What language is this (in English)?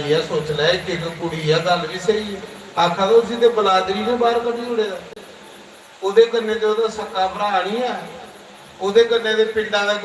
Dogri